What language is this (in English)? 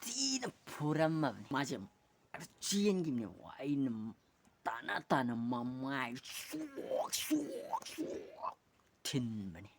Manipuri